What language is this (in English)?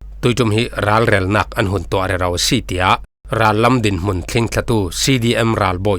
Falam Chin